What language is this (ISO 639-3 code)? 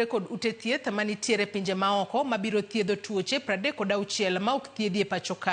luo